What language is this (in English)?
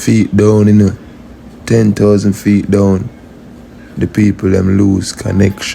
Jamaican Creole English